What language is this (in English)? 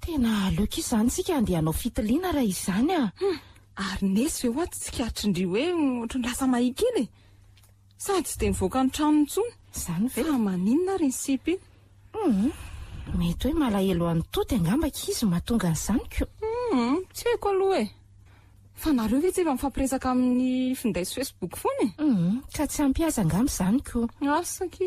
Malagasy